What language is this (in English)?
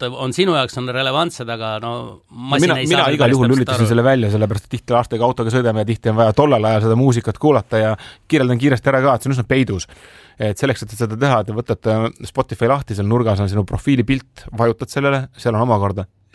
Estonian